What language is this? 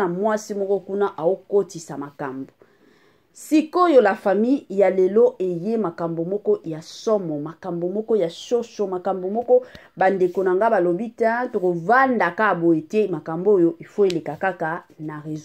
Lingala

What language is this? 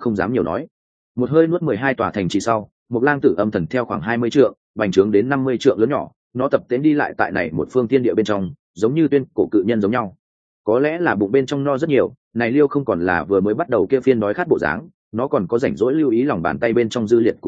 Vietnamese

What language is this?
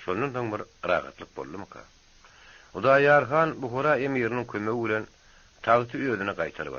Turkmen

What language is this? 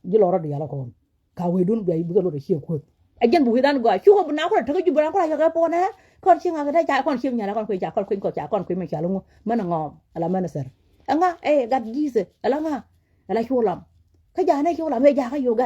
Nuer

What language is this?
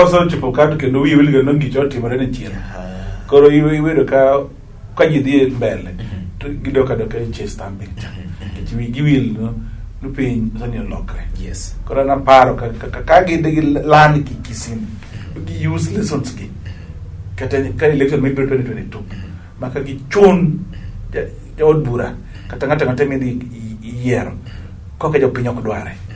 Luo (Kenya and Tanzania)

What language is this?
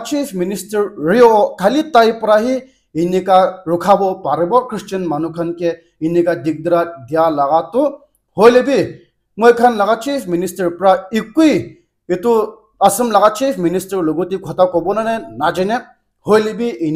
Naga Pidgin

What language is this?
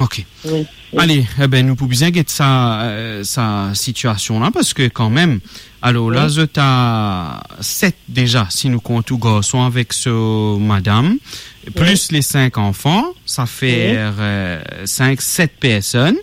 Morisyen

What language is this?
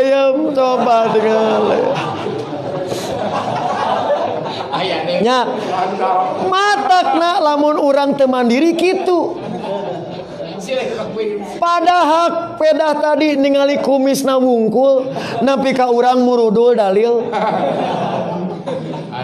Sundanese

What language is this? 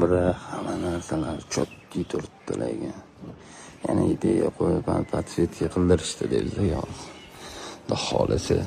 Uzbek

